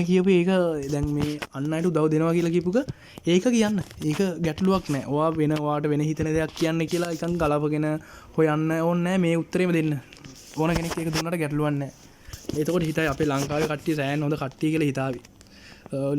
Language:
Sinhala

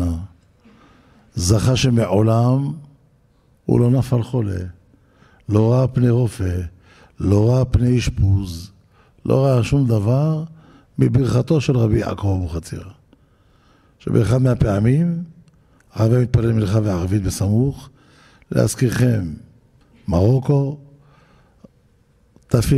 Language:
Hebrew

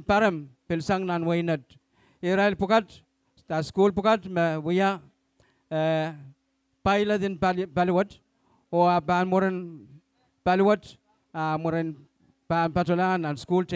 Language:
Pohnpeian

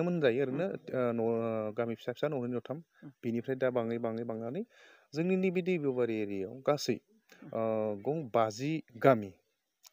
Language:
Bodo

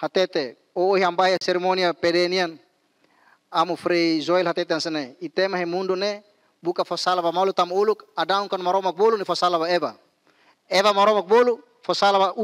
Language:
Tetum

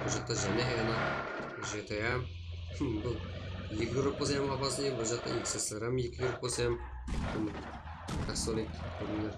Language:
Kara-Kalpak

